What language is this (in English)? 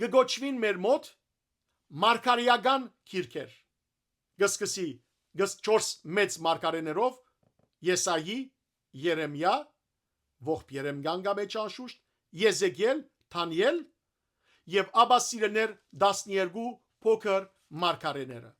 Western Armenian